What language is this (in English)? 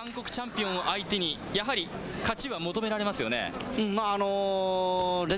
Japanese